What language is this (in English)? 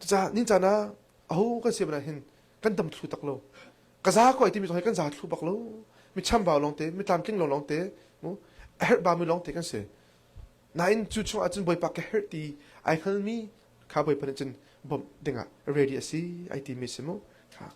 Hakha Chin